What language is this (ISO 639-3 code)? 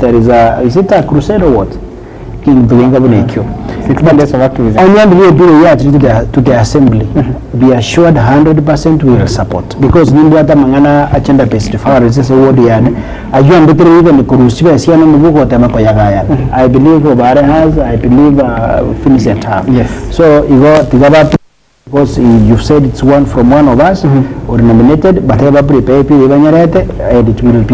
guz